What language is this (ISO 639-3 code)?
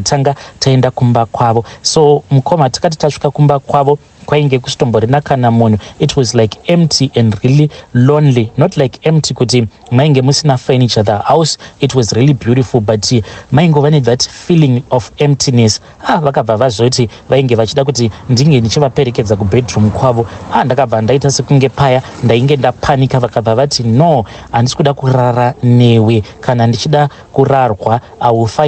sna